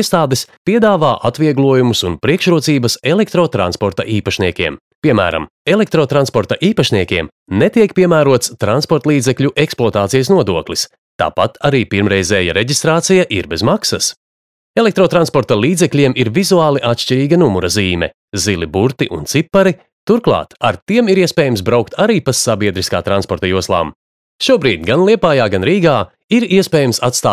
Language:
Latvian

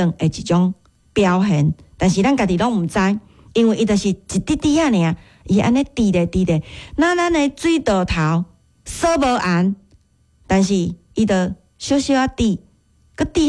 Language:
Min Nan Chinese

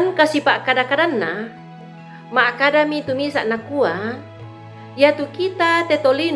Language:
Toraja-Sa'dan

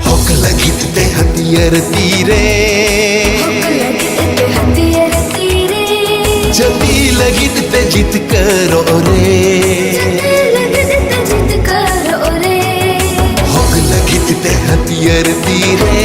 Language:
Santali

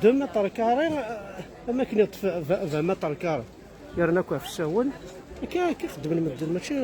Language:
Kabyle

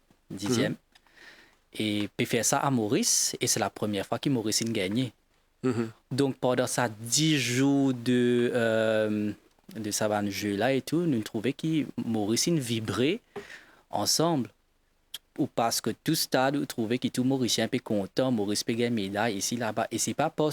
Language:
Morisyen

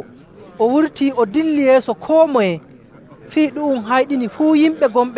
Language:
Nigerian Fulfulde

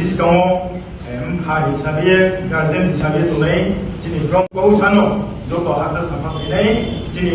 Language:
Riang (India)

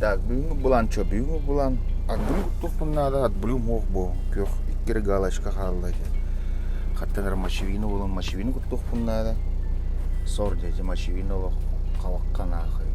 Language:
Yakut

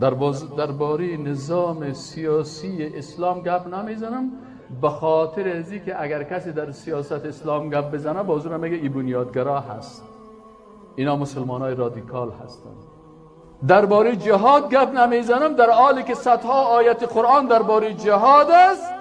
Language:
Persian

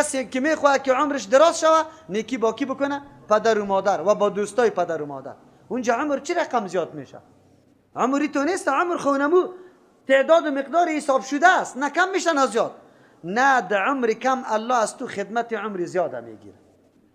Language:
Persian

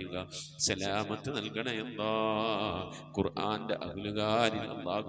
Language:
Malayalam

